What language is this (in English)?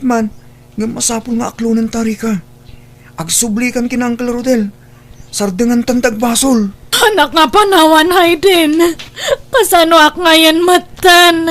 Iloko